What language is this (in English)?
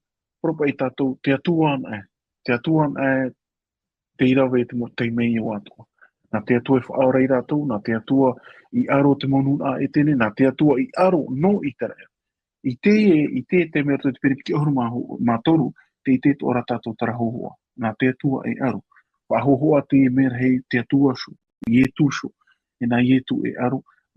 Tahitian